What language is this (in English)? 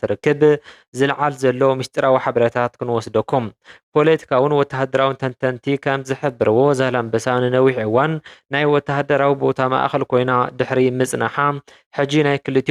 Tigrinya